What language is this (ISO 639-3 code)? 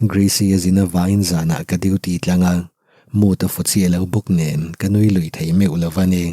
lus